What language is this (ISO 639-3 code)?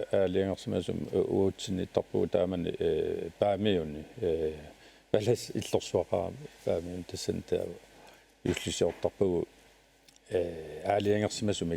kal